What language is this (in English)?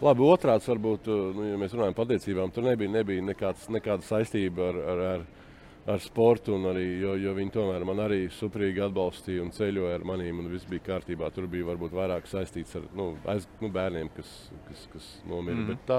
Latvian